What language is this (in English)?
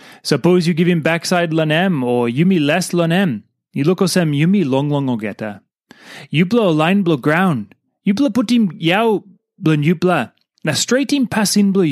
Tok Pisin